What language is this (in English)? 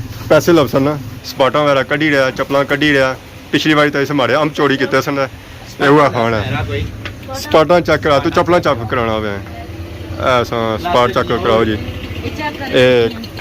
Pahari-Potwari